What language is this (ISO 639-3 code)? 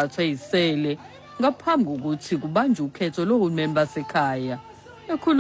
xho